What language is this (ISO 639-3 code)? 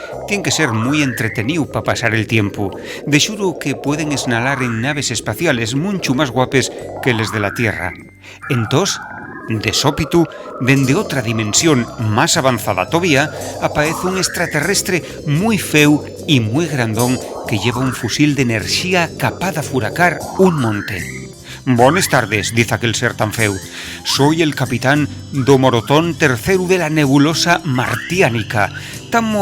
ast